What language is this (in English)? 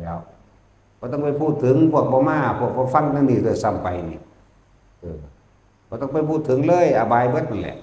Northeastern Thai